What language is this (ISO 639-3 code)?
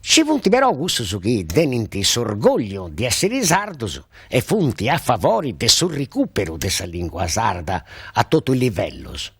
srd